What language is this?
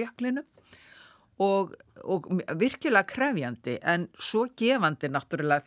Icelandic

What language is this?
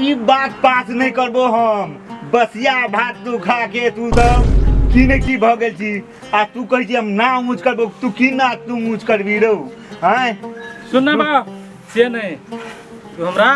Maithili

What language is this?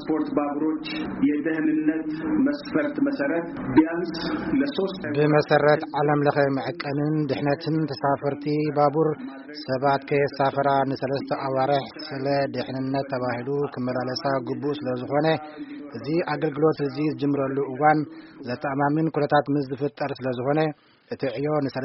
Tigrinya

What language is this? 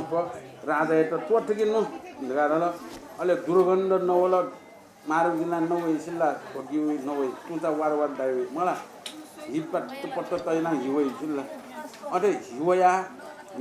Newari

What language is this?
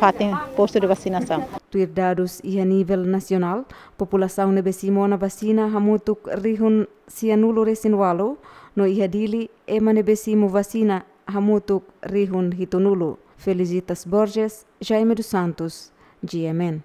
Tetum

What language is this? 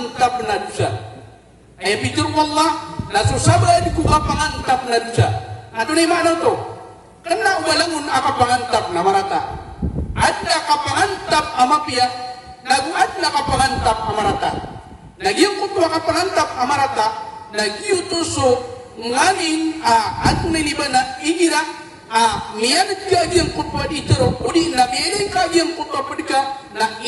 Maranao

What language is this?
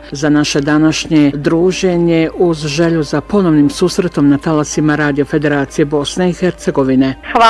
Bosnian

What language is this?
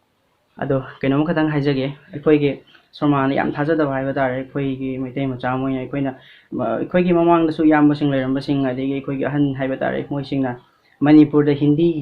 Manipuri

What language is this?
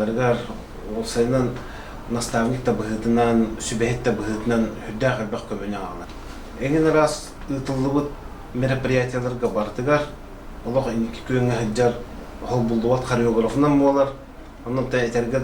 Yakut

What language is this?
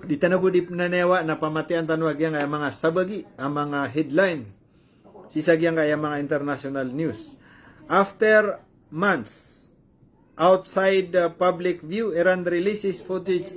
Maranao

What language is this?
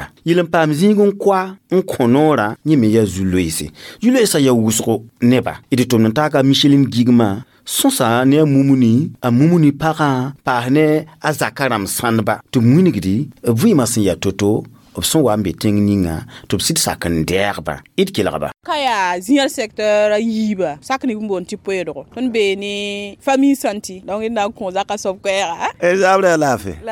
Mossi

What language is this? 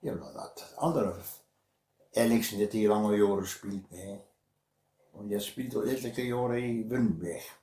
Westphalien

